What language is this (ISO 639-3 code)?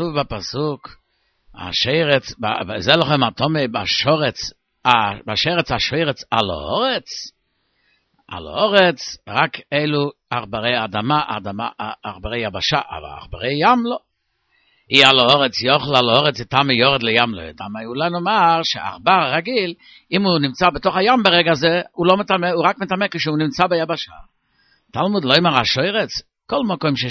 heb